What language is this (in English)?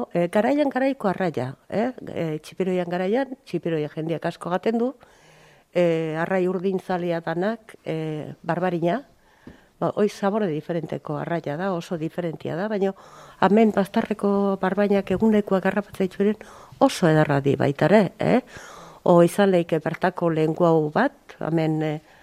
Basque